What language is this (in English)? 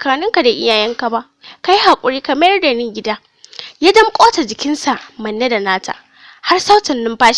Hausa